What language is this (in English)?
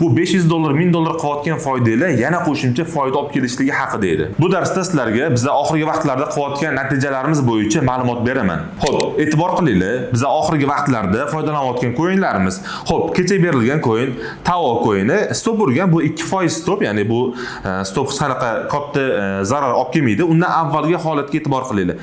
Uzbek